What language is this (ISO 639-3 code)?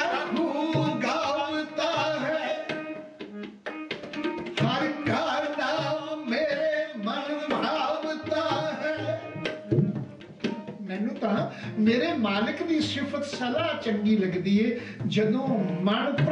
pan